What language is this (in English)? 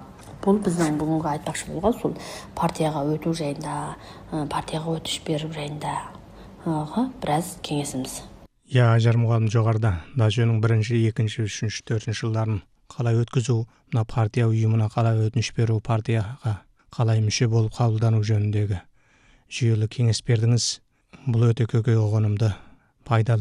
Kazakh